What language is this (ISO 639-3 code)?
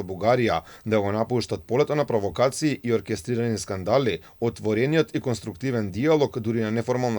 mkd